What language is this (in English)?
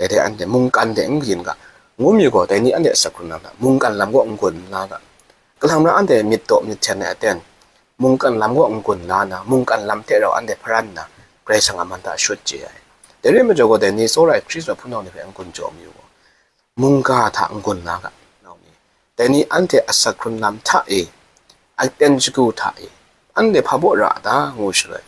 Kachin